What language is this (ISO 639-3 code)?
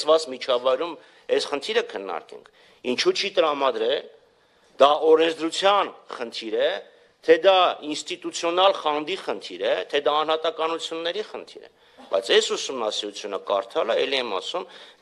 hye